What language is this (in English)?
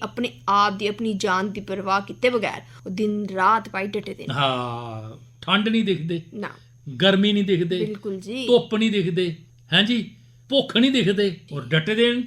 Dogri